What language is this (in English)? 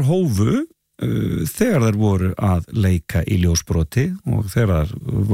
Icelandic